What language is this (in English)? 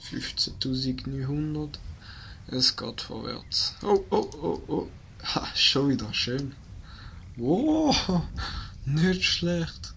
Swiss German